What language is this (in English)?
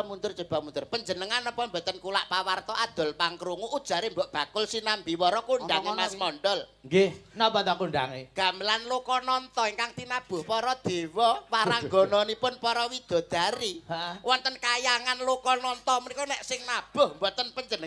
Javanese